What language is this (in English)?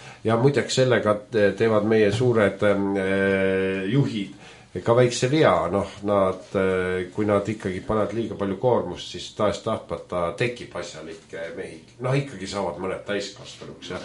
Estonian